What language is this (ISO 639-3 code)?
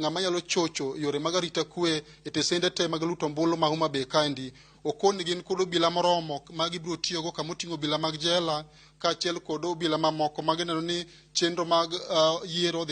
luo